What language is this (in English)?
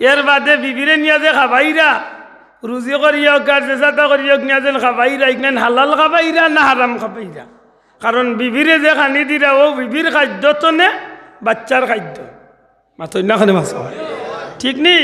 Sylheti